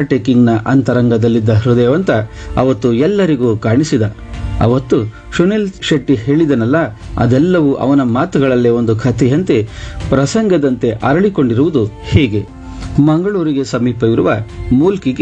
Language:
Kannada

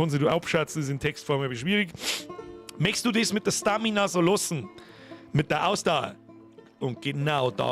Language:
Bavarian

